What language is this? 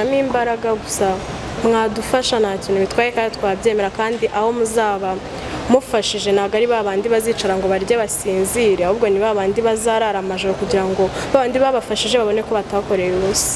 Kinyarwanda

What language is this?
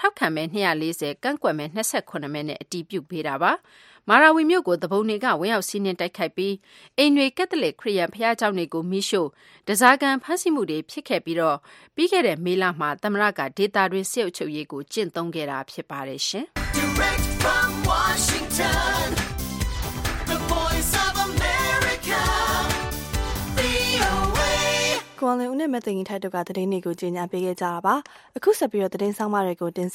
Burmese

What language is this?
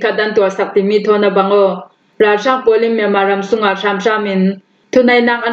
Falam Chin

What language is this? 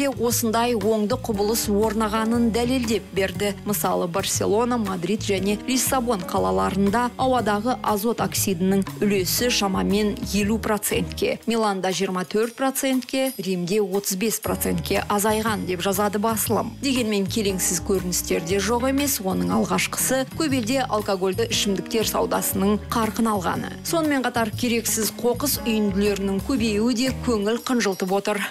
Kazakh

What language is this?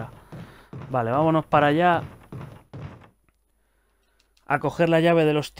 Spanish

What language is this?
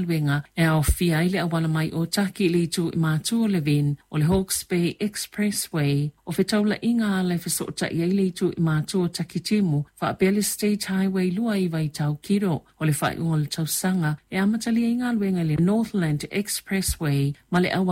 Samoan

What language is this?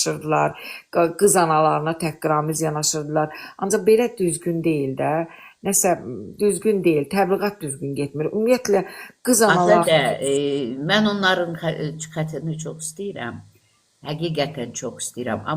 Azerbaijani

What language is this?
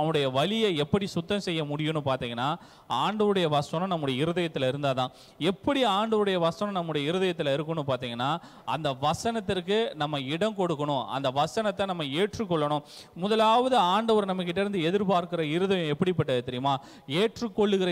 Tamil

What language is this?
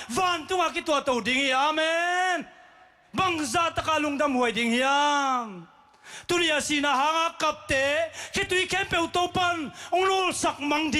Tedim Chin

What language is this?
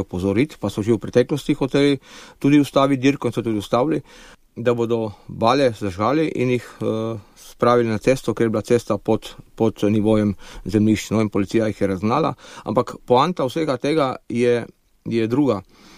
Slovenian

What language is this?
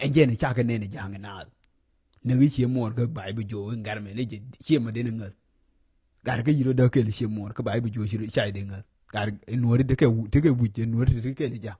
Nuer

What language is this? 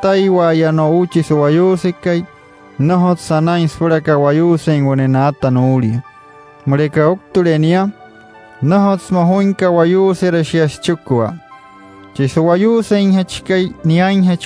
Wayuu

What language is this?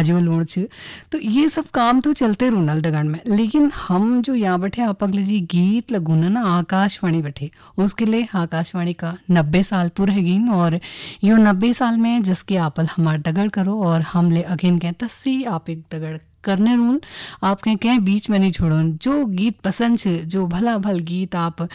Hindi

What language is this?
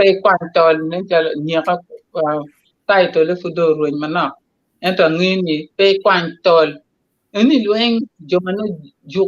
Acoli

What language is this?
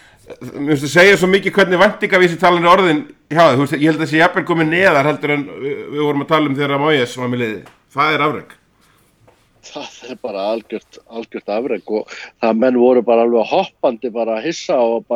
Icelandic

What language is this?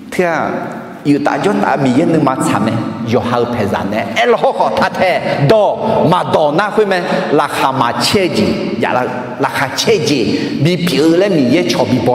Akha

